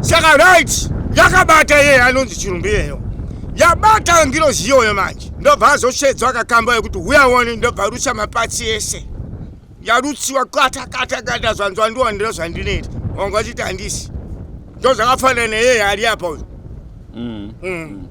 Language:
Shona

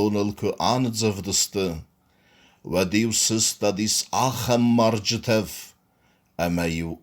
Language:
Ossetic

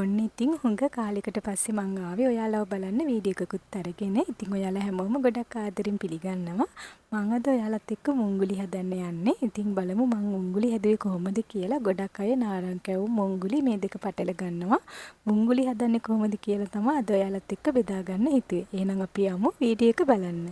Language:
Sinhala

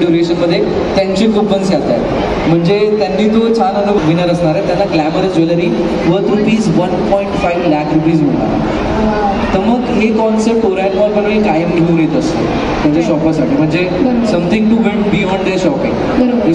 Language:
Marathi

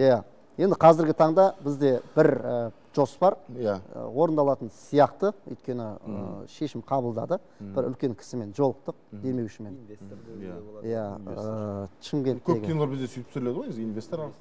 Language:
Kazakh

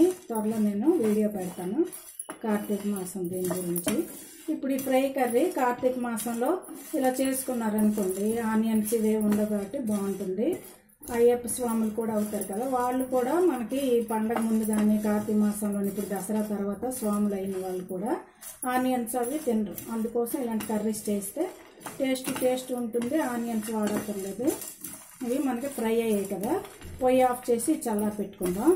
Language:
Telugu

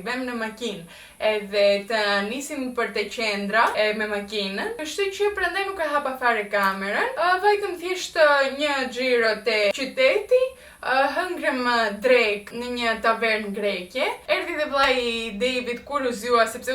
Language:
Albanian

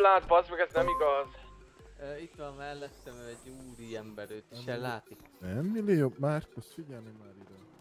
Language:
Hungarian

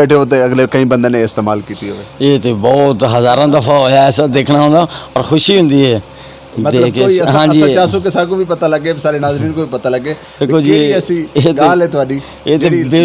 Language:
Saraiki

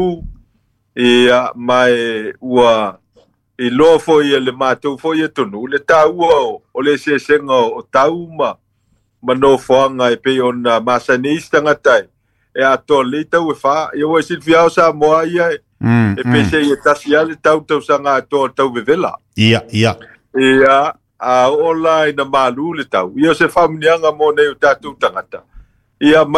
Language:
Samoan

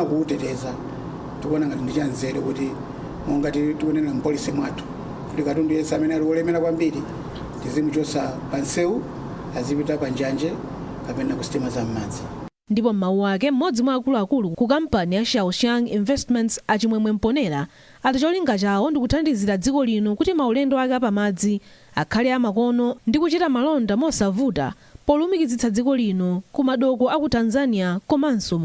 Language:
Nyanja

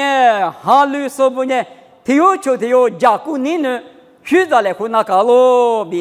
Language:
Lisu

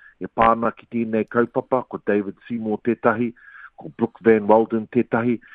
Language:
Māori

